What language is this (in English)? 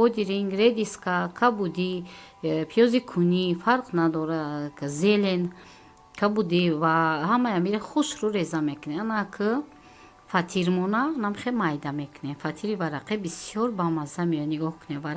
Tajik